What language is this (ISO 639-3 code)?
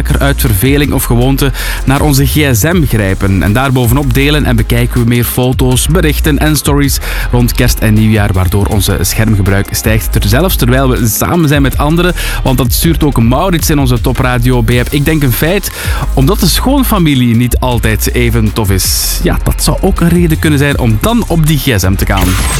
nld